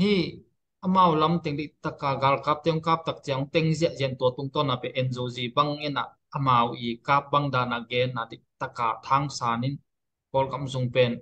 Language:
Tedim Chin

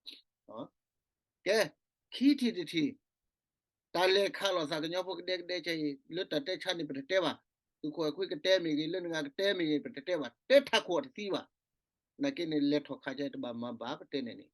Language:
S'gaw Karen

